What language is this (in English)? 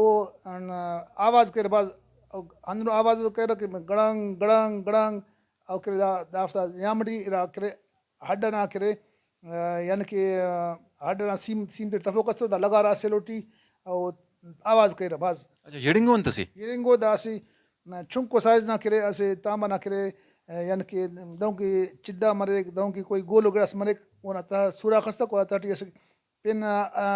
Brahui